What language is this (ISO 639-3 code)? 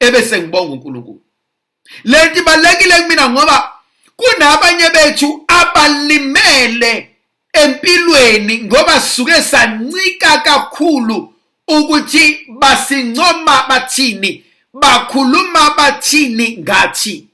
zul